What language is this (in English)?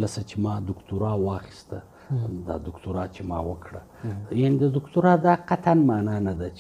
Pashto